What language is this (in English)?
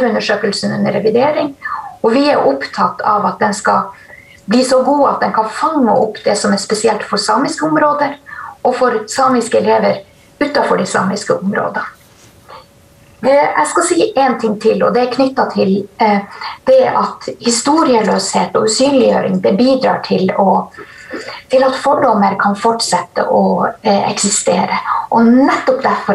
Norwegian